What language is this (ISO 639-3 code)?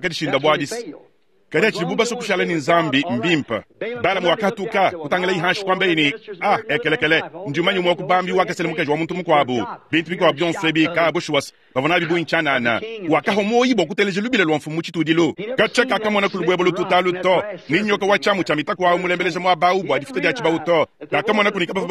lua